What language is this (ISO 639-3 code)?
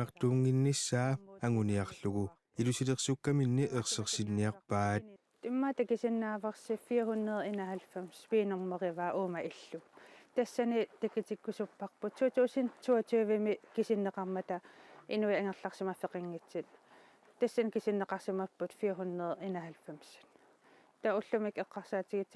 kal